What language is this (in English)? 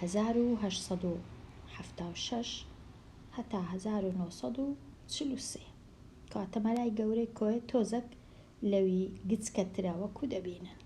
Central Kurdish